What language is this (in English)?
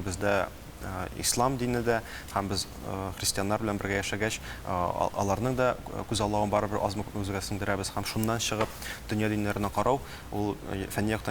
Tatar